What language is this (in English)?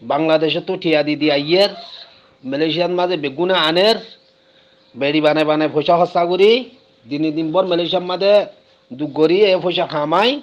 Rohingya